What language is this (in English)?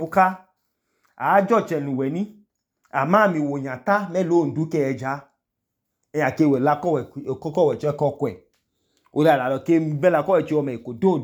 Idoma